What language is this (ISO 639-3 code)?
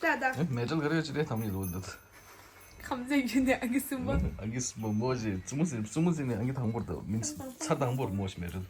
bod